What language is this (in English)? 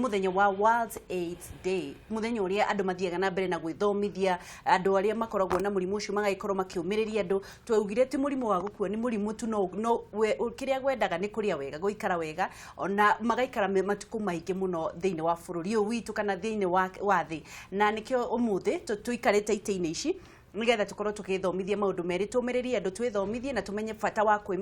Kikuyu